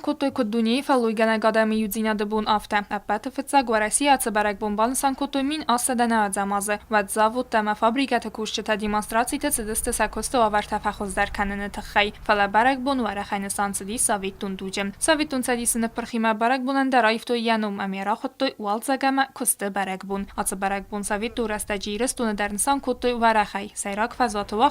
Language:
Ossetic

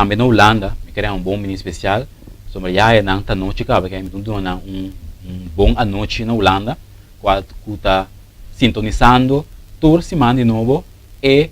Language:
Papiamento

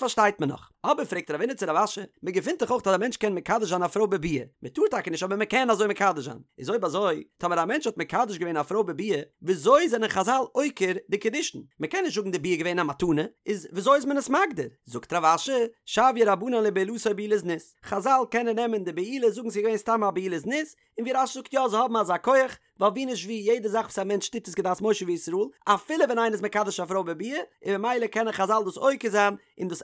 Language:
Yiddish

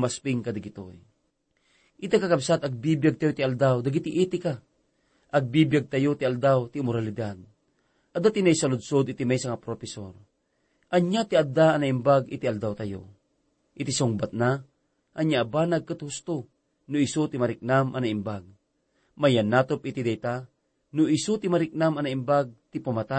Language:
Iloko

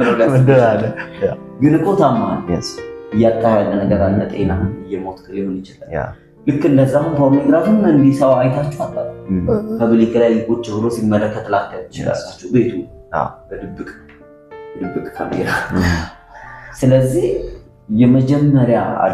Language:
Amharic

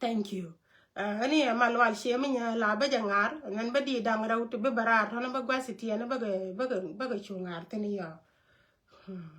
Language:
Nuer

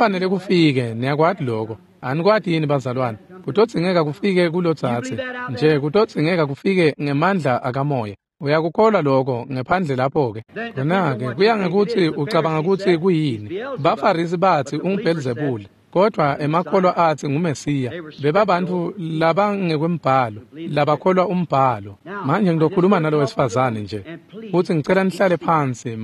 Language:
Swati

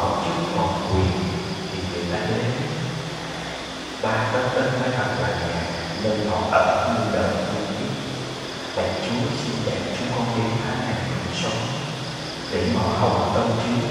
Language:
Vietnamese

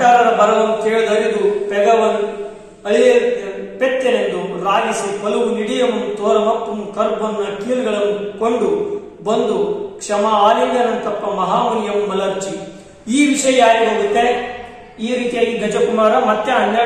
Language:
Kannada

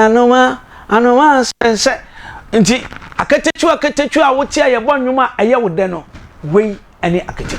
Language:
Akan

